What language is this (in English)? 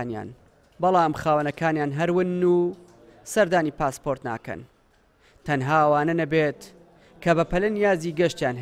Central Kurdish